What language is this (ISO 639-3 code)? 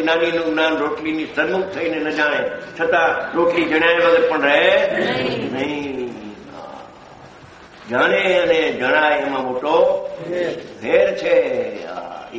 guj